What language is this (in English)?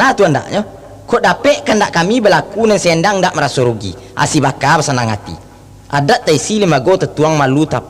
Minangkabau